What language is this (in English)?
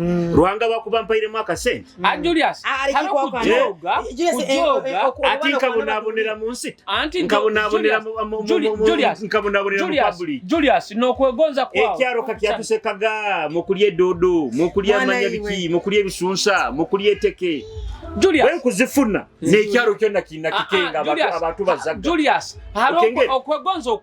Nyoro